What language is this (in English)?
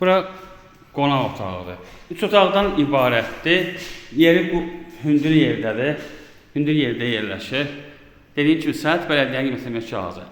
Azerbaijani